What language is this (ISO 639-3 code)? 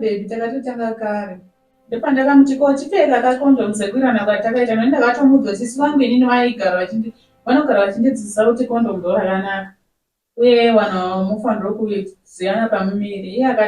sna